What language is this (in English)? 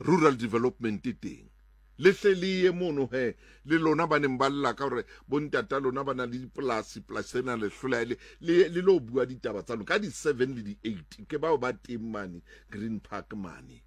Southern Sotho